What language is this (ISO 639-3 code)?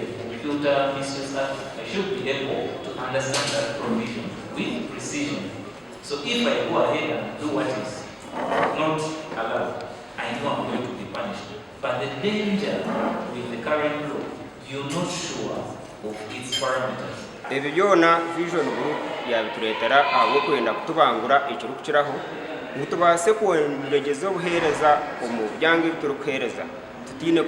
nyn